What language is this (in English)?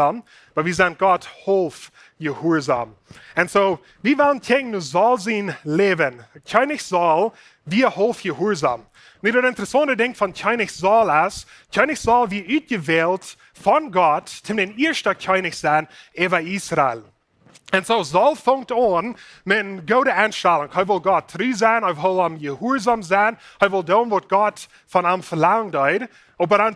Plautdietsch